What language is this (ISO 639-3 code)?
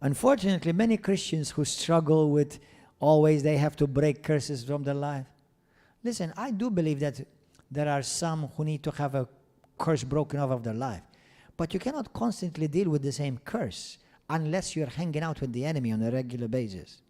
eng